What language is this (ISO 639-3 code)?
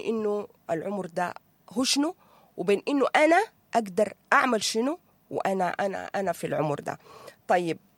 apd